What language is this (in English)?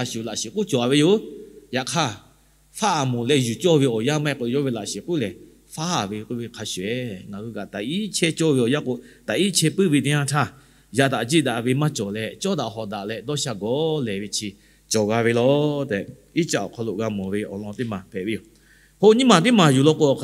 Lahu